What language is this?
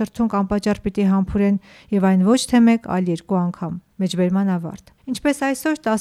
Armenian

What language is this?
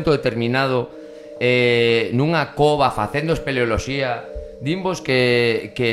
Galician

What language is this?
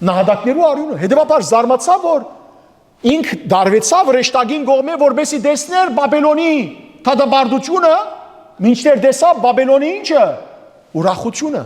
Western Armenian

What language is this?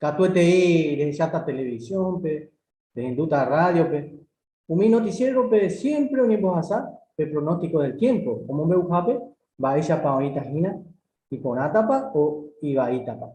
Guarani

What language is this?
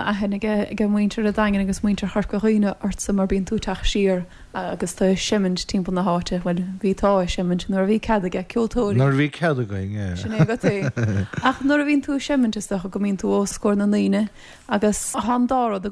Irish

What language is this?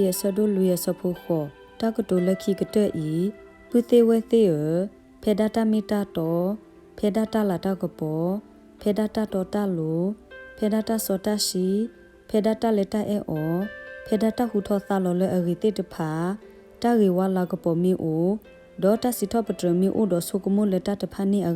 S'gaw Karen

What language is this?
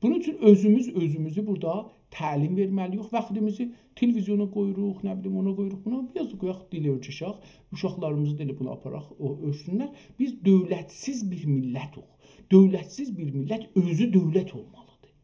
South Azerbaijani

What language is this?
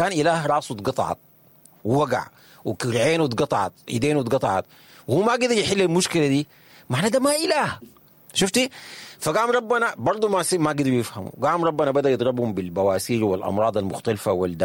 Sudanese Arabic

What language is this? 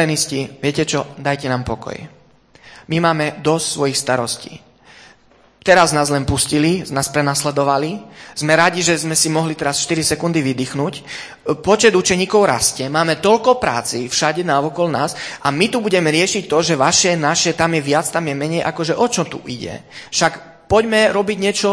Slovak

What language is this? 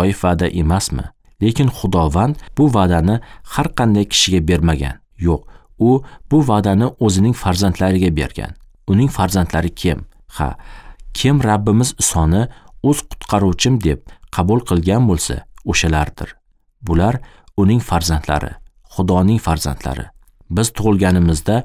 Uzbek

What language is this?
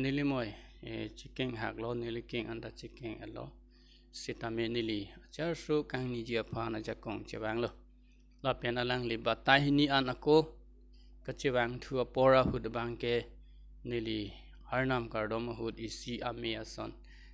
Karbi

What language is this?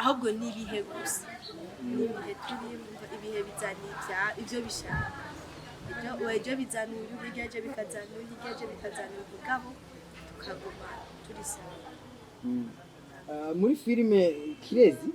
Rundi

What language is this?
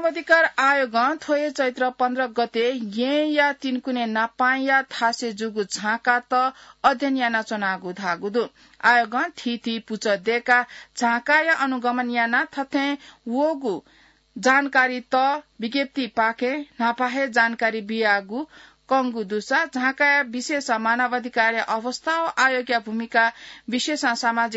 Newari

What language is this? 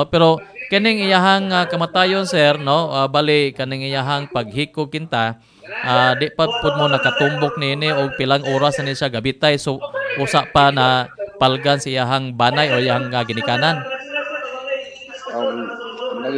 Cebuano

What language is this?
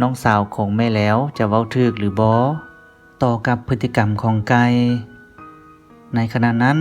Lao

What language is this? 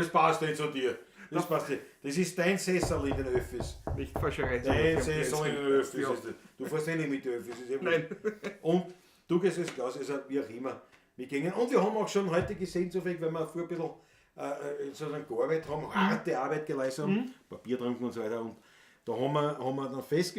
Bavarian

